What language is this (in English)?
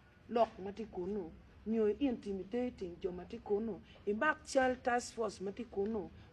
Acoli